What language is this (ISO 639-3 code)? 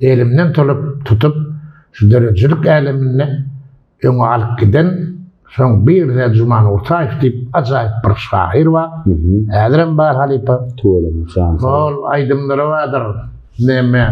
tuk